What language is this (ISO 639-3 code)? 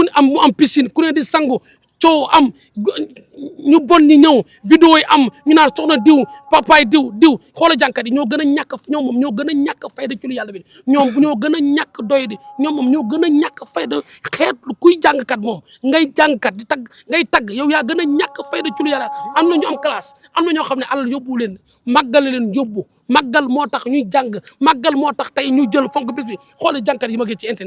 wol